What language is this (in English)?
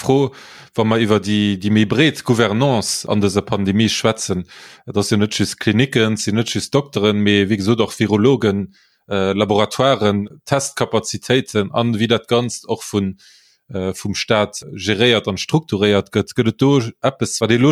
Luxembourgish